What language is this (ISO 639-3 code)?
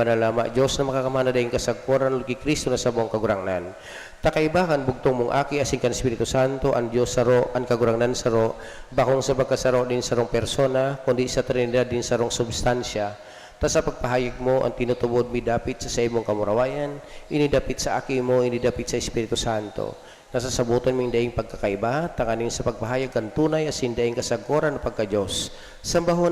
bik